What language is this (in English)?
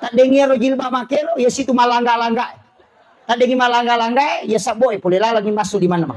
Buginese